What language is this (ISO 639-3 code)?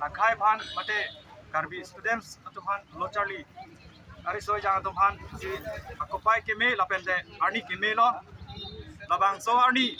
mjw